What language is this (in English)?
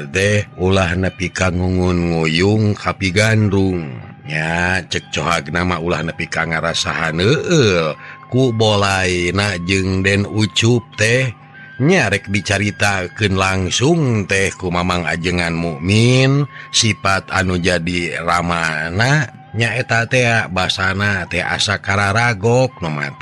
Sundanese